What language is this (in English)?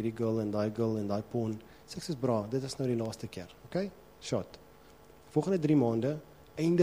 Afrikaans